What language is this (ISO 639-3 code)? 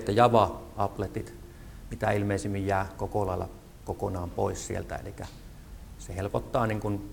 fin